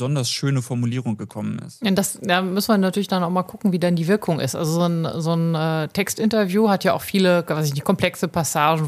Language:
German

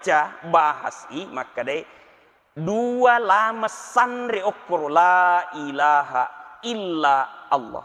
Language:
Buginese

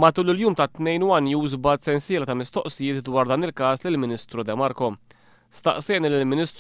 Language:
Maltese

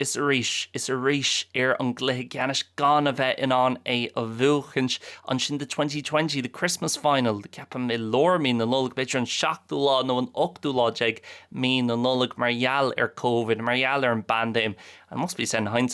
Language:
Irish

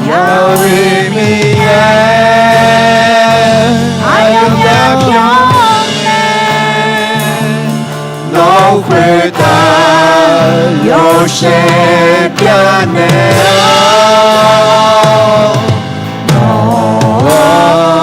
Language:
Akha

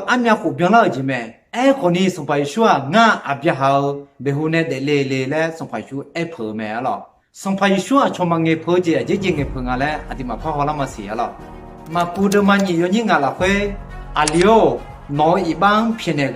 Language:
Akha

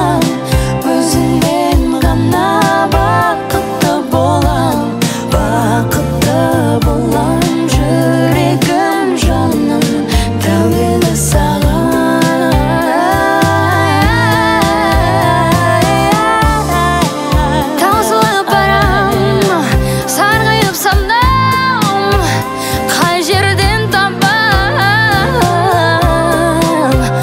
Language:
Kazakh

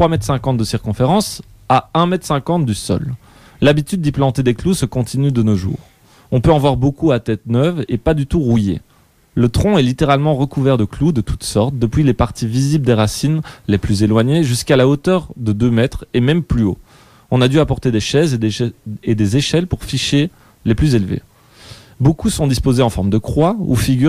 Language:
French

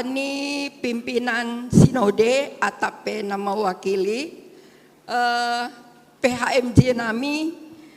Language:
Batak Simalungun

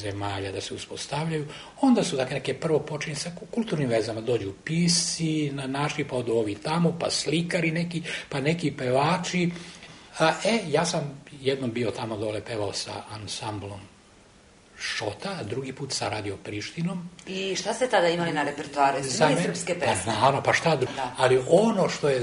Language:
Serbian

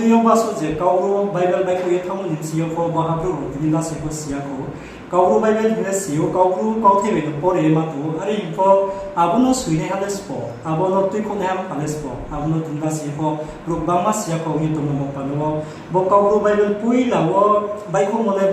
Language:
Riang (India)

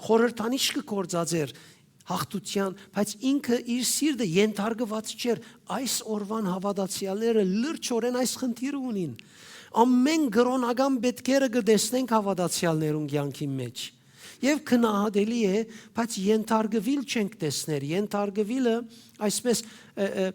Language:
Western Armenian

